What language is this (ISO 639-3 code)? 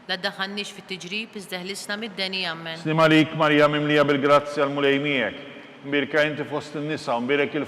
mlt